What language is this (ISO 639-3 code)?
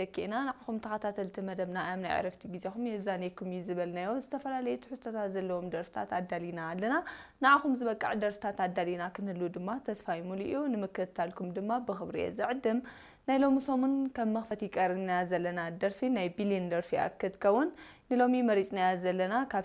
tir